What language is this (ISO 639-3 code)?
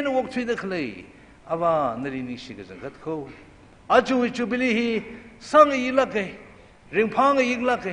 nmf